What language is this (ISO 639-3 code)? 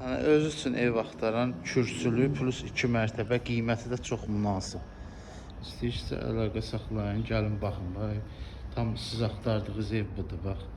aze